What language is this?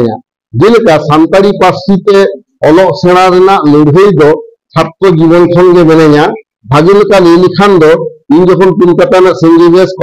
Santali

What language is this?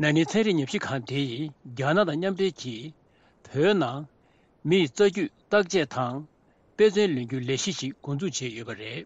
Tibetan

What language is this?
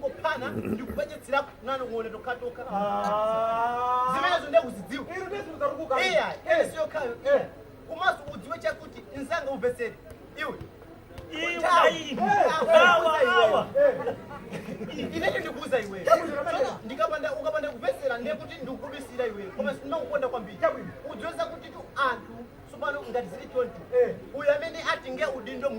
Nyanja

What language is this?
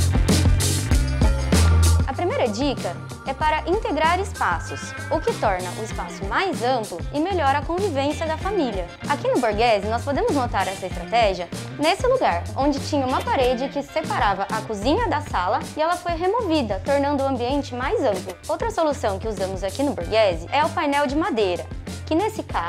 Portuguese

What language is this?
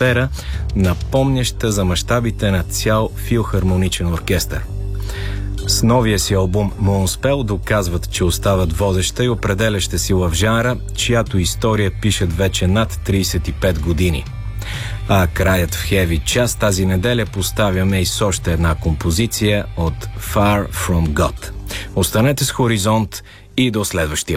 Bulgarian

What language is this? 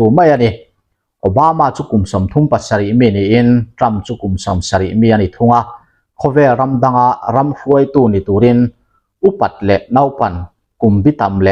Mizo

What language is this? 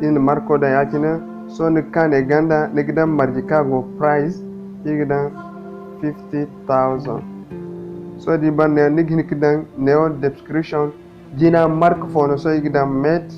Zarma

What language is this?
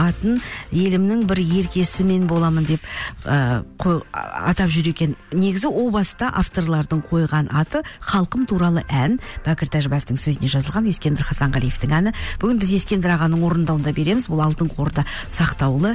Kazakh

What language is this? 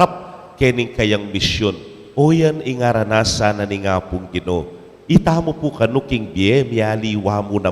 Pampanga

